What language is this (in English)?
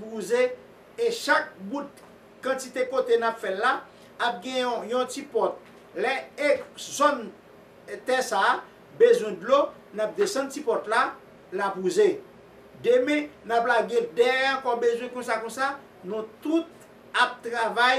Haitian Creole